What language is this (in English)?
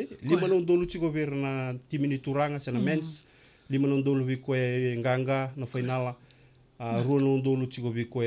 Fijian